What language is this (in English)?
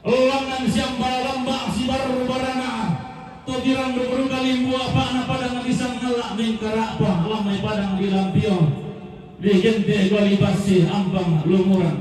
Toraja-Sa'dan